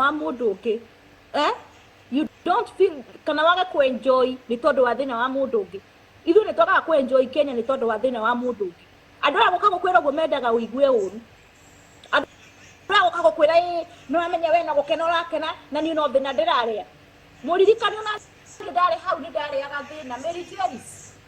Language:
Kikuyu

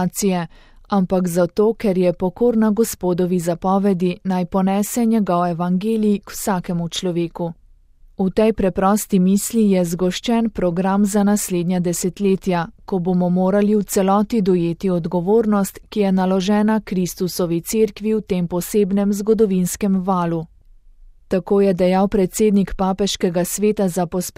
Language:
Slovenian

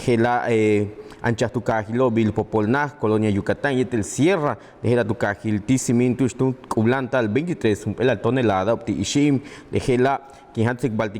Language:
Yucateco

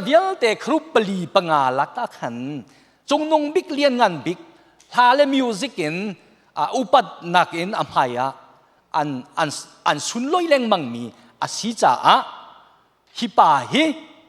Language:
Hakha Chin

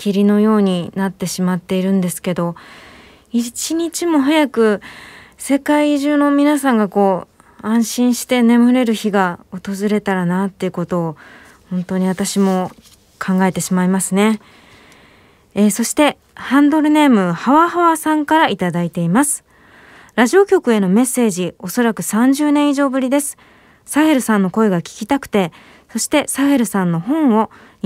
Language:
Japanese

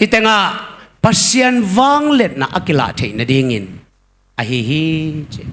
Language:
Tedim Chin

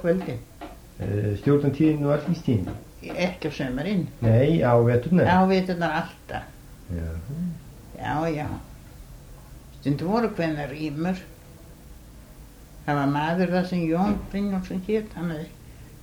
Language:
Icelandic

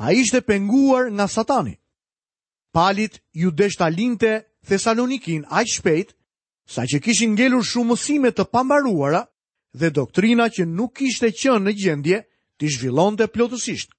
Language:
Albanian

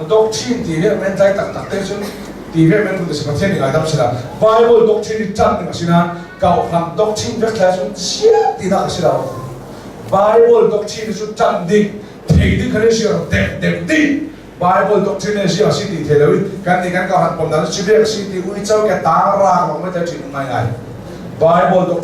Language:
Hakha Chin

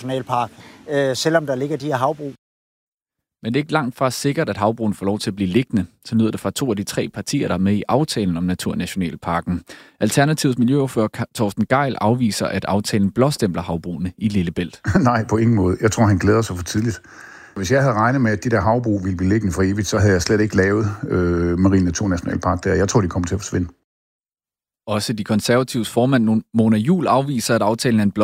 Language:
Danish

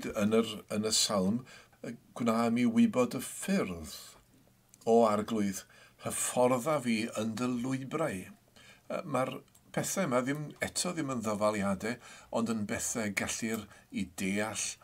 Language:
Welsh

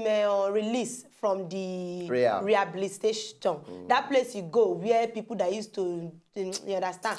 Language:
Nigerian Pidgin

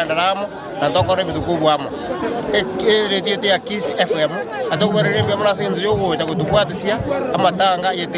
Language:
Gusii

